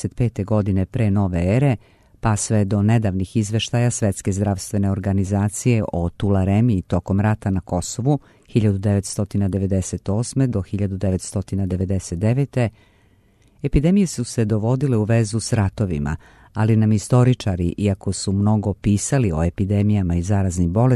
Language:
Serbian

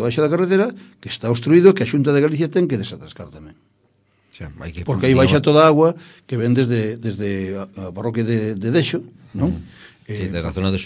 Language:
Galician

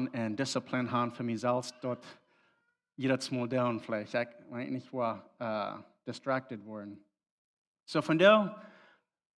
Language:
Plautdietsch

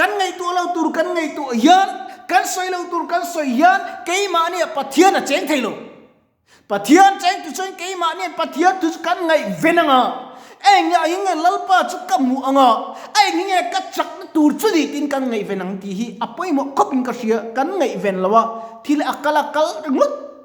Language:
Mizo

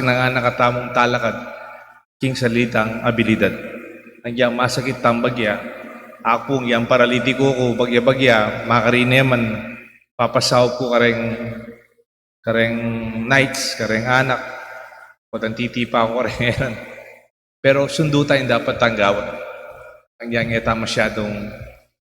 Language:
Pampanga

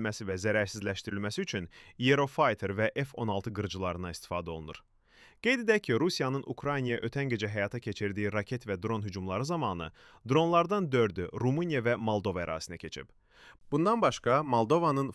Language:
Azerbaijani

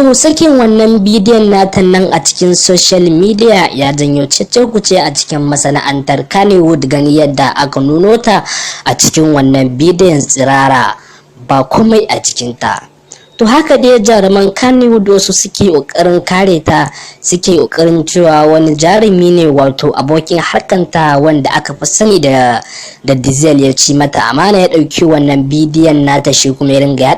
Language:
Hausa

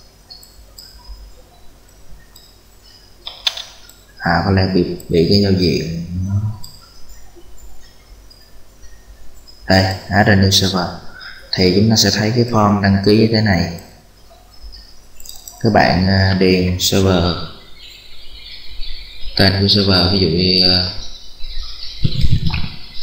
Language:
Vietnamese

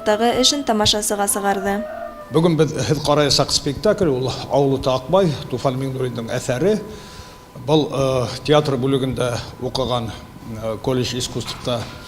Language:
Bashkir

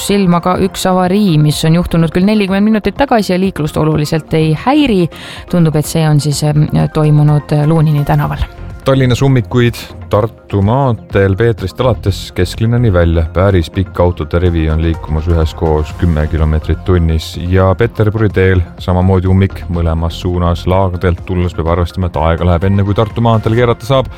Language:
Estonian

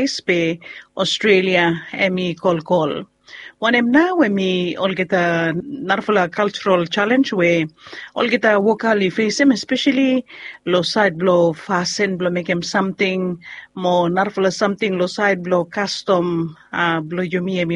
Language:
Bislama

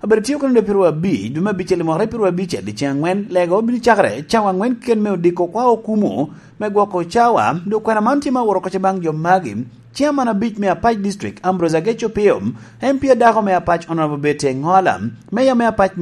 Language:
Lango (Uganda)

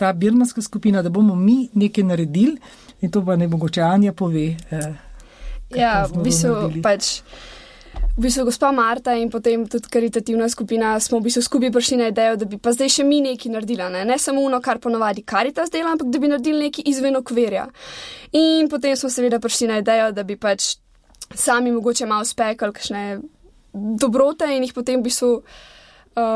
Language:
Slovenian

